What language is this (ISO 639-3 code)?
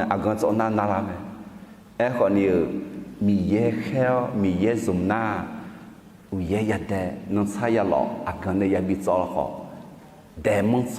ahk